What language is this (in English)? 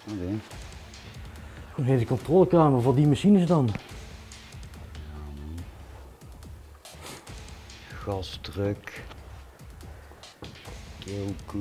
Dutch